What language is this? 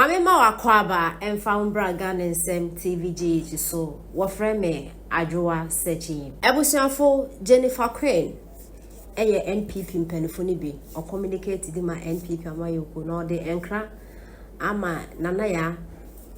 Akan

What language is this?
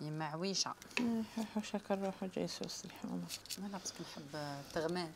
Algerian Arabic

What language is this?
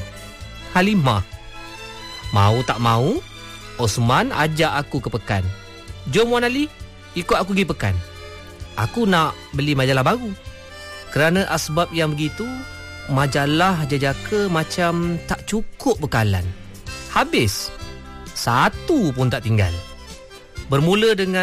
Malay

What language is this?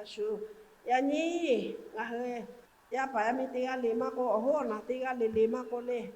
Lahu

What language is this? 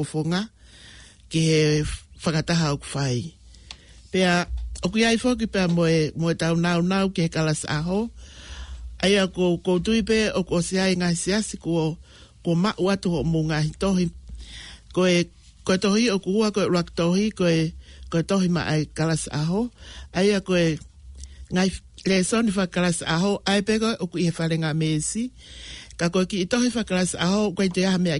Tongan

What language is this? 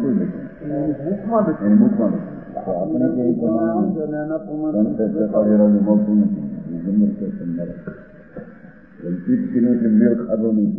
Gujarati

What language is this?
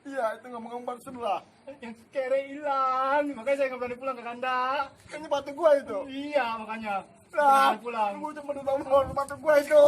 Betawi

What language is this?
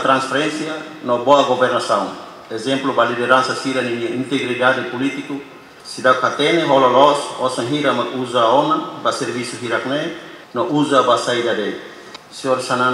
Tetum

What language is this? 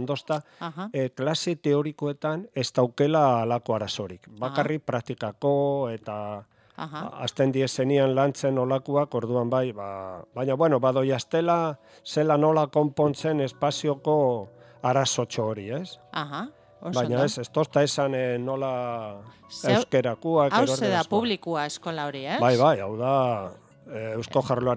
Basque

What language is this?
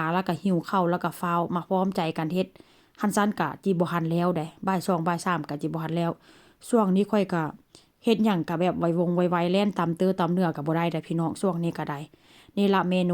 Northeastern Thai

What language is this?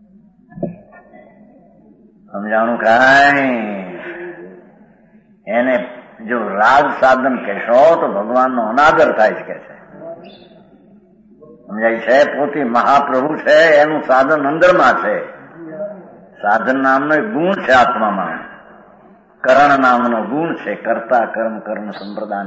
Gujarati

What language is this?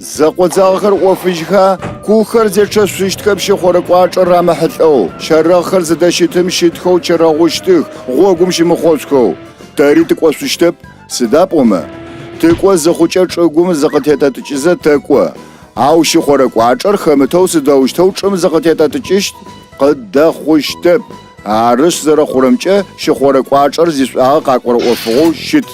Adyghe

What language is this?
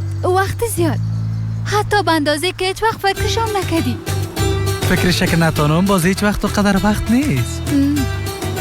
Persian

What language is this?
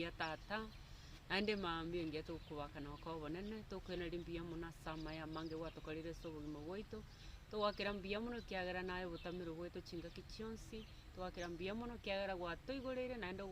Gusii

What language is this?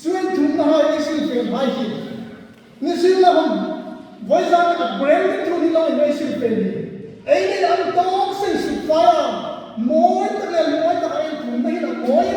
Hmar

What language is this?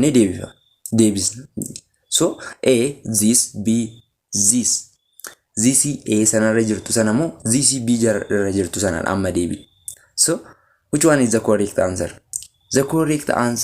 Oromo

